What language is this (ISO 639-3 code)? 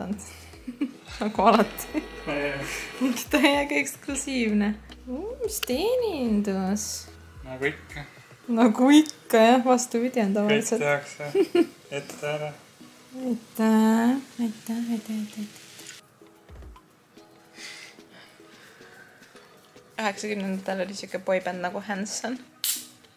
est